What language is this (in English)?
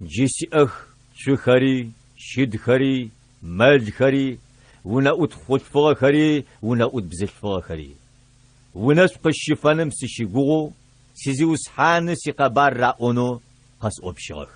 Adyghe